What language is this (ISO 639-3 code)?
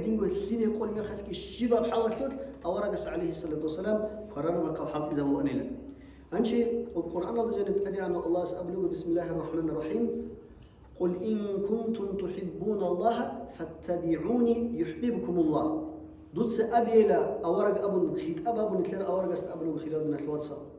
ava